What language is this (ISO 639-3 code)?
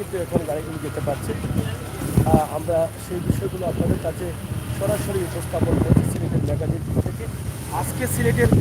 syl